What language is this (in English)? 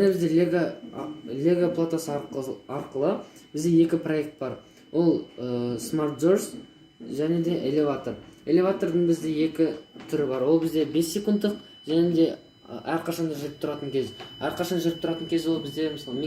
Kazakh